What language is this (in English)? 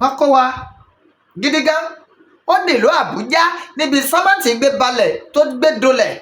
Yoruba